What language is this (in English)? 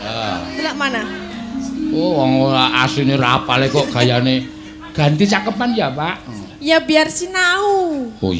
Javanese